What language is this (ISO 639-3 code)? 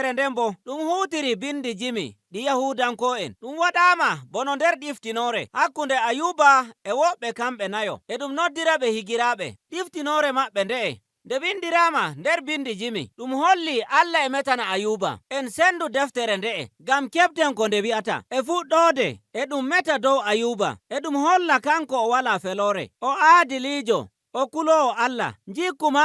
fuv